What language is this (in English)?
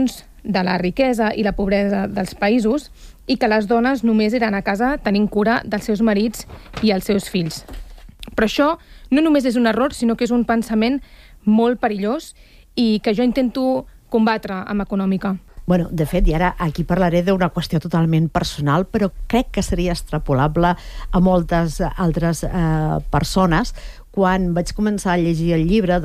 Catalan